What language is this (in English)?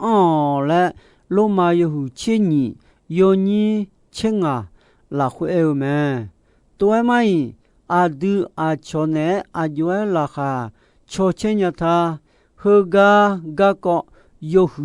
Akha